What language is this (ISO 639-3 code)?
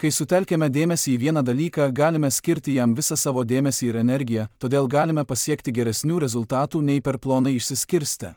lit